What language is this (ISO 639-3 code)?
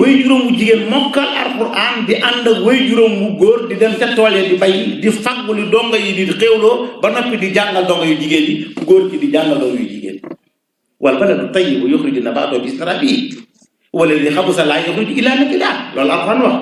wol